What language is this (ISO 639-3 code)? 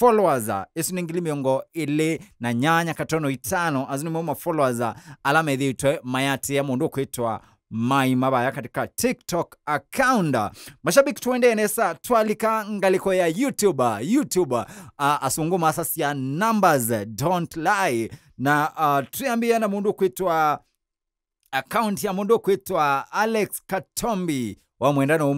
kam